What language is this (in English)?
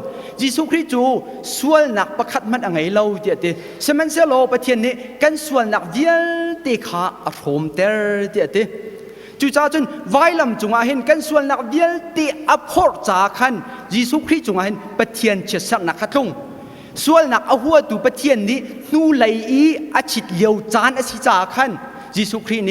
Hakha Chin